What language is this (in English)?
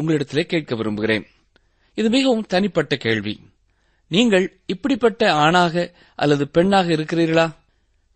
Tamil